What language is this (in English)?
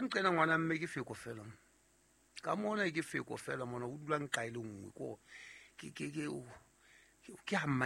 Southern Sotho